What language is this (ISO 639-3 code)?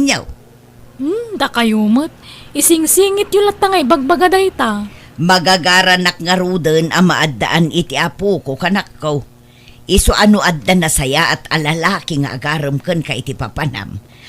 ilo